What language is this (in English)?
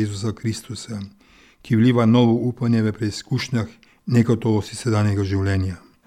Slovenian